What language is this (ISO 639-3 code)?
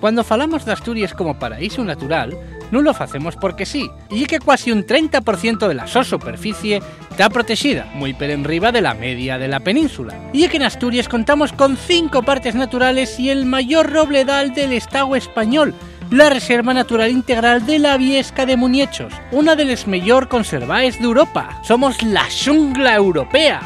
ast